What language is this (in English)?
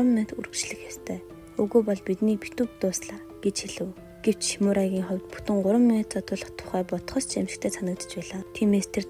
Mongolian